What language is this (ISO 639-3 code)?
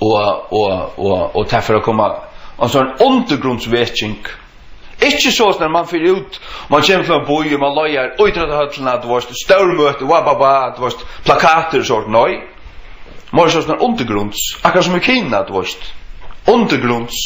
fao